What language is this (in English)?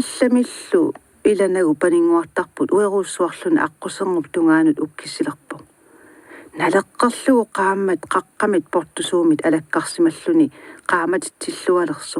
Kalaallisut